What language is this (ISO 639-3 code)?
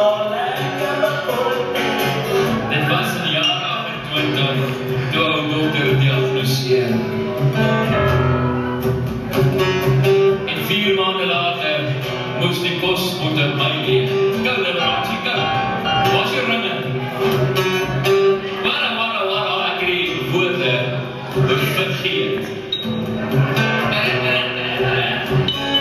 afr